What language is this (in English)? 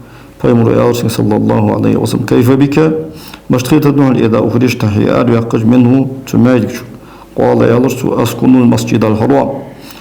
Ingush